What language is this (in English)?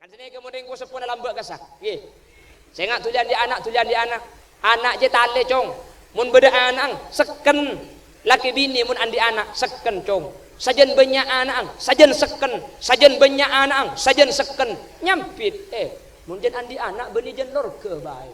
Madurese